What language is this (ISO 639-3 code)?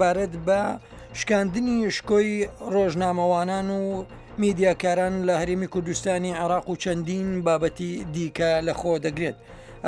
ckb